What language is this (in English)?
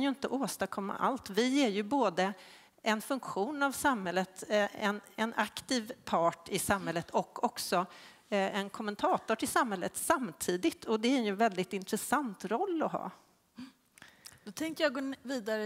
Swedish